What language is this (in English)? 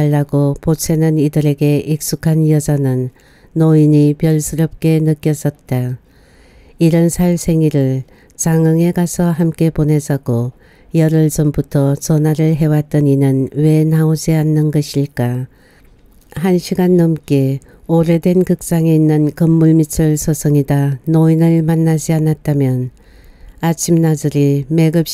Korean